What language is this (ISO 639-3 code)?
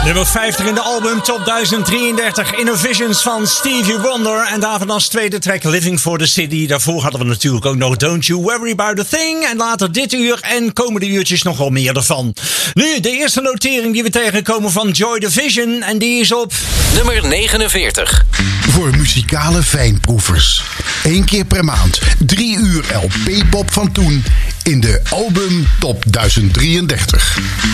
nld